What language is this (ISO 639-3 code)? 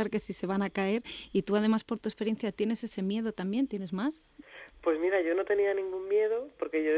spa